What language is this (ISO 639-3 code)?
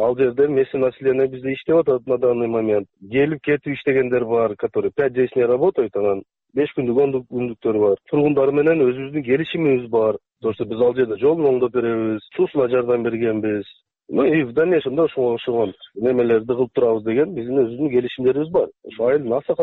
kir